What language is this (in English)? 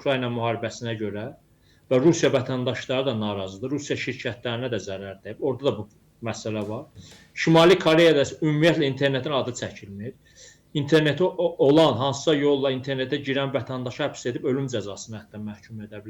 Azerbaijani